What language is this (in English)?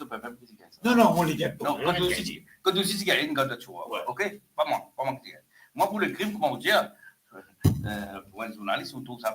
Morisyen